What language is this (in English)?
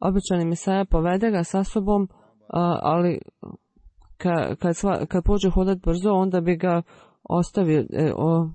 Bosnian